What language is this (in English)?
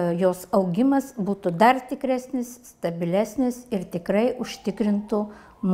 Lithuanian